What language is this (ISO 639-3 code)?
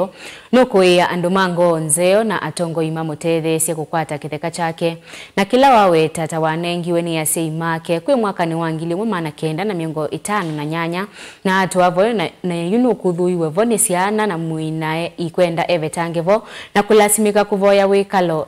kam